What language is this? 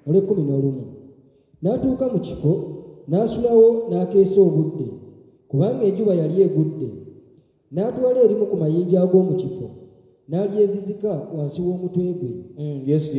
Ganda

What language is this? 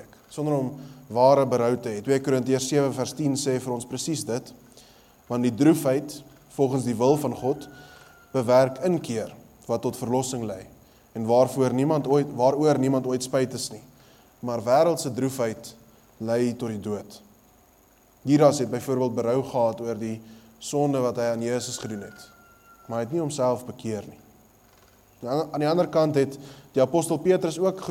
Afrikaans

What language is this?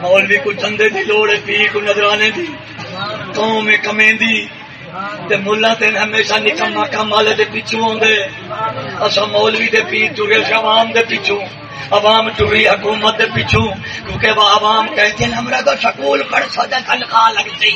Saraiki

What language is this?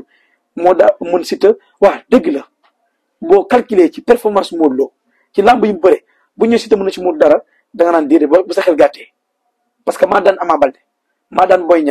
Wolof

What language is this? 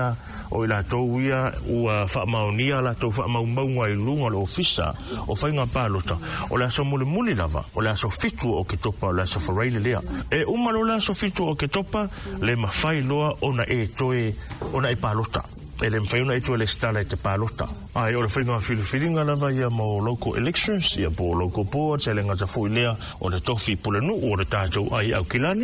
Samoan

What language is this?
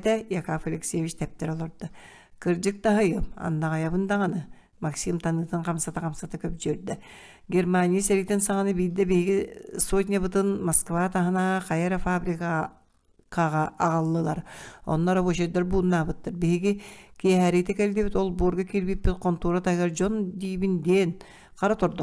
Yakut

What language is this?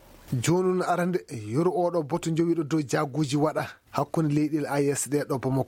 Maasina Fulfulde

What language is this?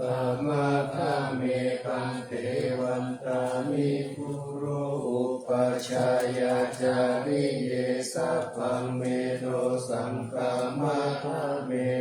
Pali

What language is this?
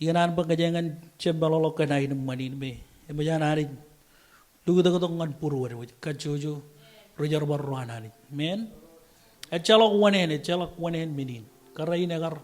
Marshallese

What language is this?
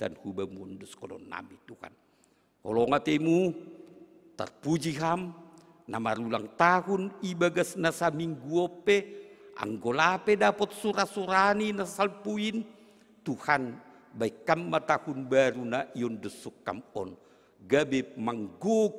Batak Simalungun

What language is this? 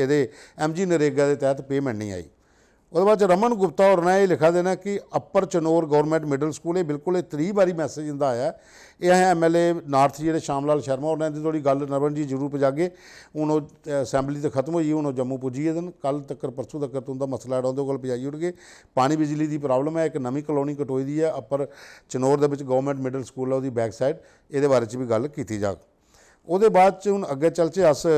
Dogri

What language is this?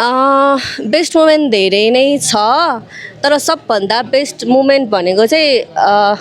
Nepali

